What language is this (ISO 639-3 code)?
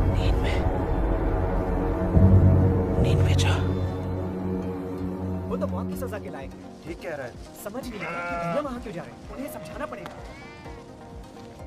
hin